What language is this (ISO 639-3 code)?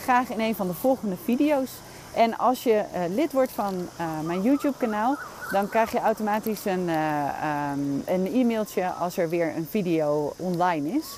nld